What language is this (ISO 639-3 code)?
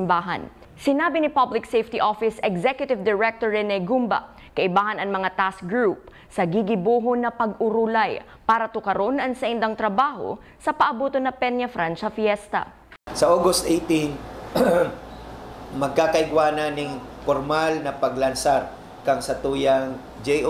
bik